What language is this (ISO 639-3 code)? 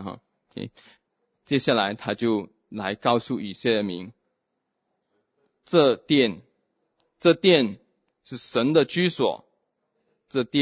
zho